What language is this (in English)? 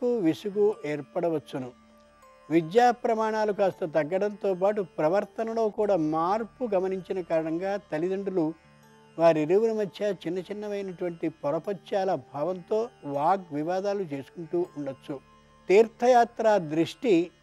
Telugu